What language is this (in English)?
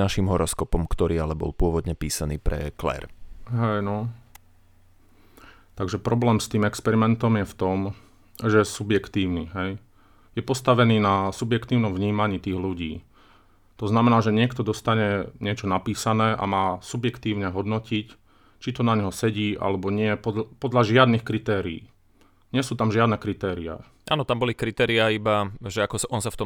Slovak